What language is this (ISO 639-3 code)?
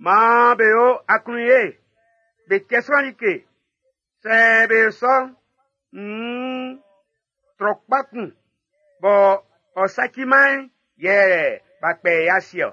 bci